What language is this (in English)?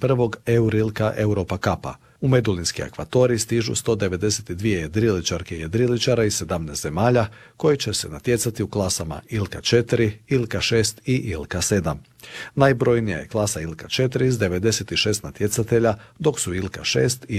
Croatian